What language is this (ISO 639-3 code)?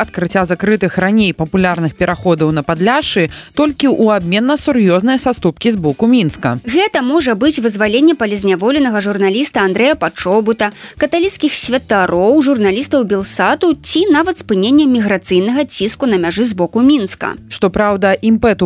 bel